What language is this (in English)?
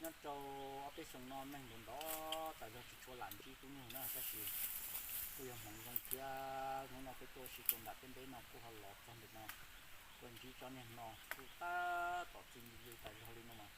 Hmong